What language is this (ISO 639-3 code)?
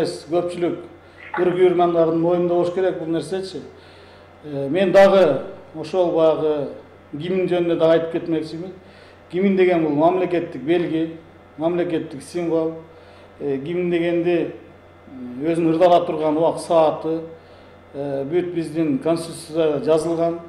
kir